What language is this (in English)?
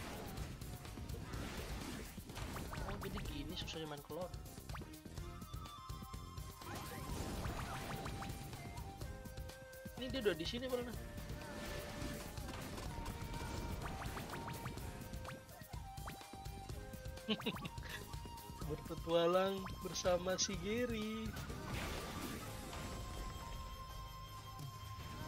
Indonesian